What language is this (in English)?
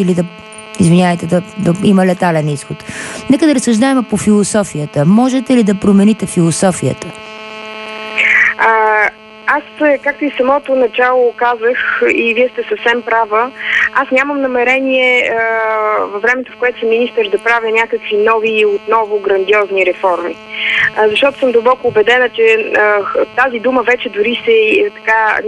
Bulgarian